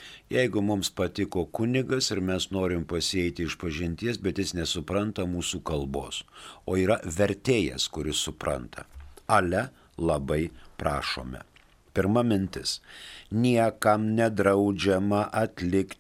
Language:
Lithuanian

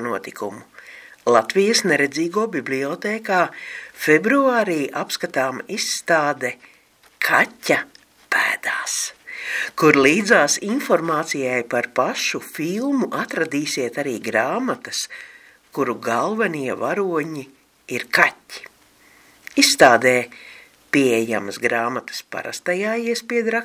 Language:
Latvian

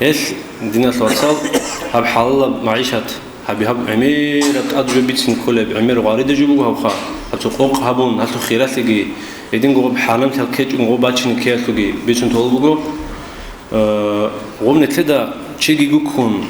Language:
Avaric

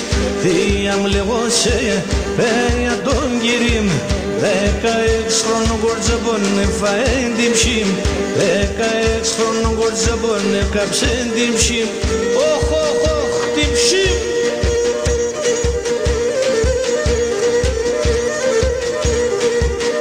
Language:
Greek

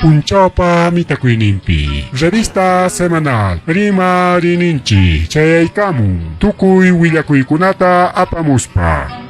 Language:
Ayacucho Quechua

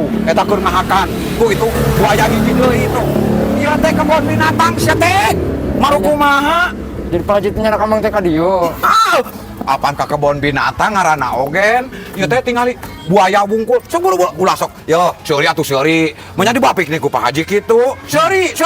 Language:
Sundanese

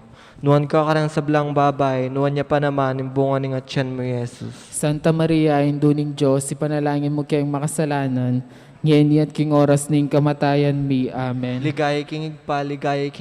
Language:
Pampanga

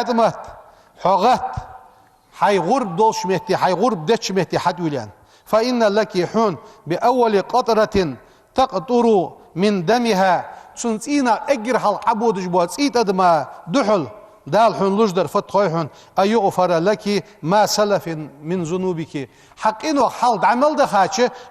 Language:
Ingush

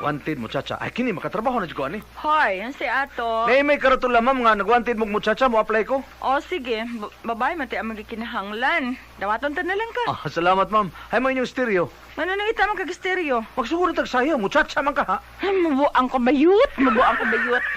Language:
Cebuano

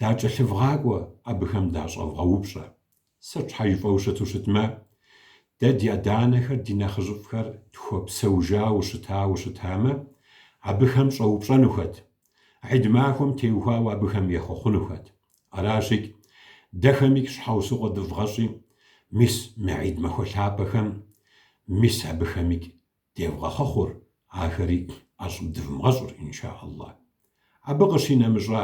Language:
Kabardian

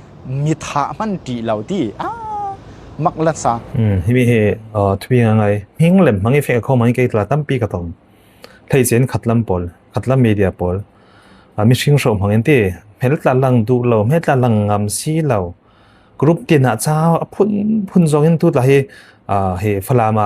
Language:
Falam Chin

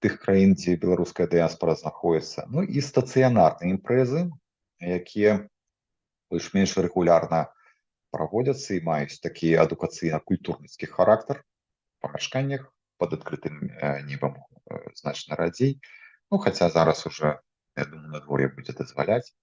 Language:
Belarusian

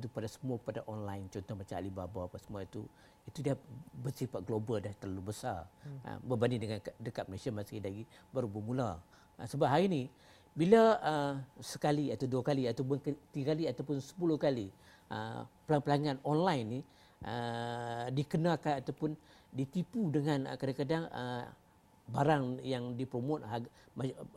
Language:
Malay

